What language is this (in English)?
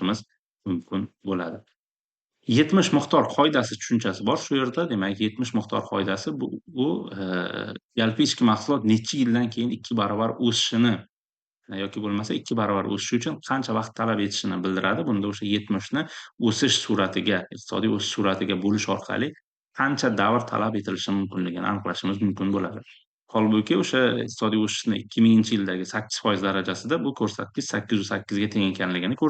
Uzbek